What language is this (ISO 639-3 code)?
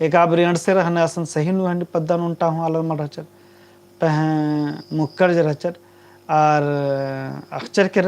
kru